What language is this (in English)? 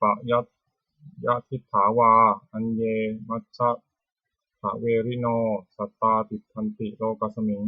Pali